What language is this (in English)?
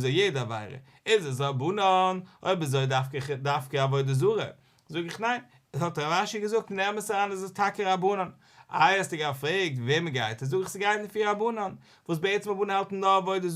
Yiddish